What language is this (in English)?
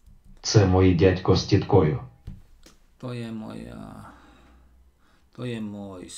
Slovak